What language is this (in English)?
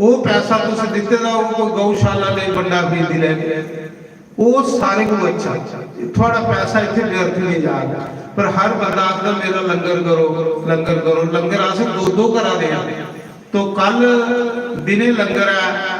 Dogri